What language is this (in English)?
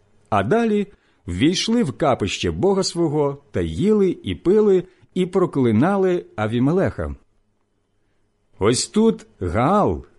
Ukrainian